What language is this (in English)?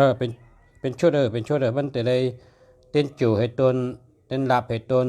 Shan